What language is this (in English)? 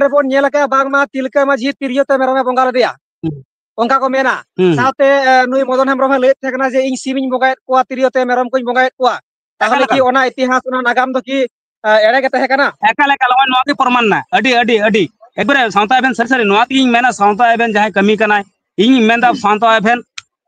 Santali